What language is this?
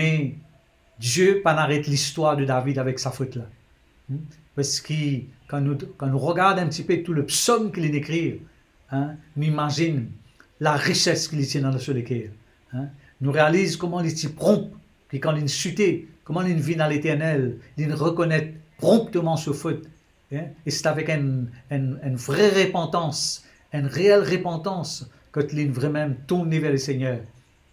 Morisyen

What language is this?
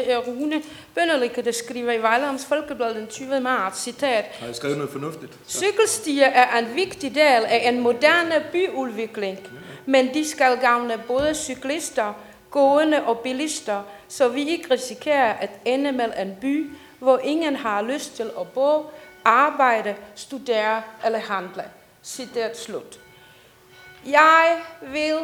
Danish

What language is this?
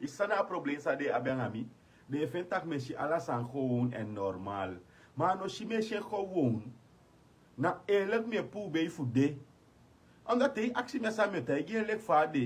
Sranan Tongo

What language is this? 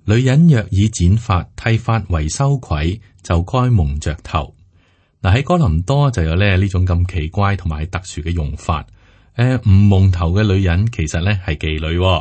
Cantonese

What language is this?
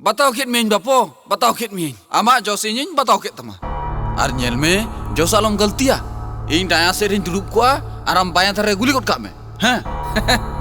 Santali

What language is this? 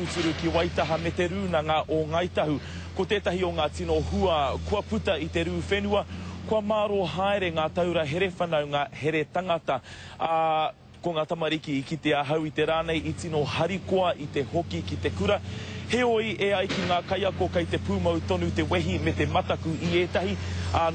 Māori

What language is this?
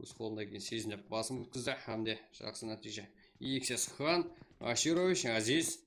Kara-Kalpak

